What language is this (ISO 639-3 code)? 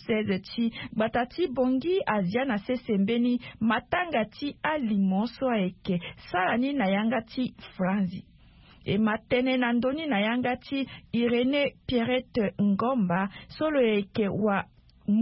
sag